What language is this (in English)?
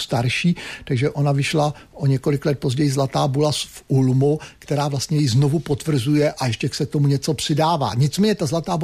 Czech